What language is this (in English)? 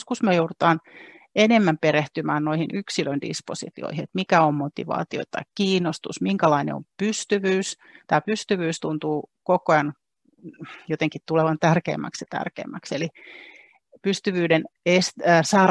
Finnish